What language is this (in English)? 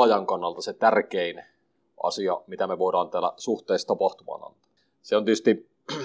Finnish